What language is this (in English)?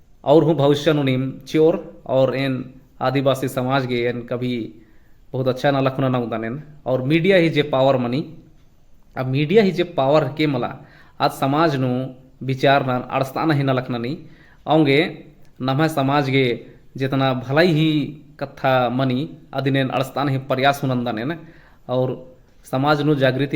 Kurukh